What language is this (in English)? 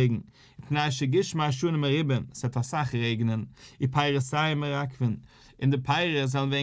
Yiddish